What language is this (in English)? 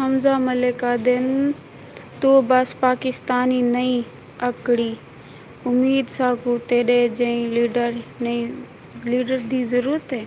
Saraiki